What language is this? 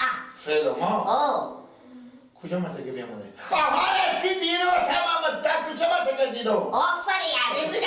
Persian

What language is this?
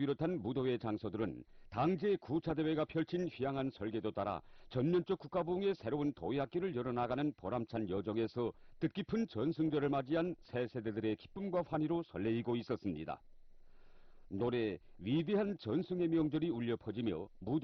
Korean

